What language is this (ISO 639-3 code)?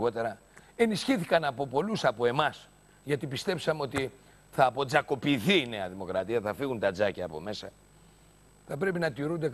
ell